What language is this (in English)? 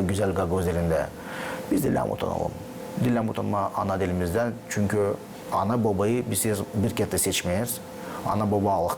Gagauz